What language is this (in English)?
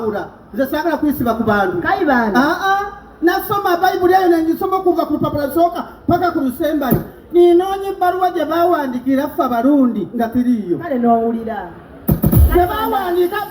Ganda